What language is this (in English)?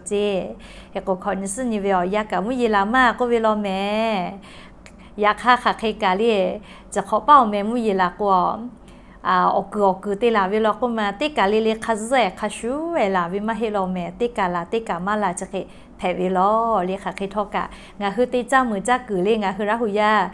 Lahu